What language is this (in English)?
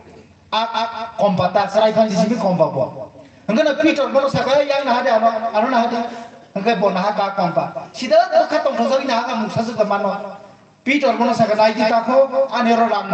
Kok Borok